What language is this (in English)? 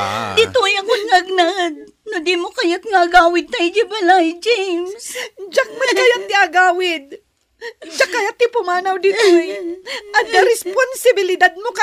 Iloko